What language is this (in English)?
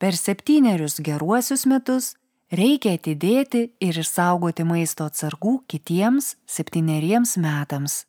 Lithuanian